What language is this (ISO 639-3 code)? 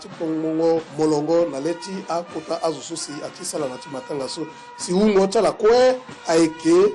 sag